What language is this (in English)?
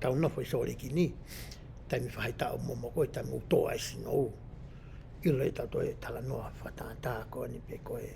Tongan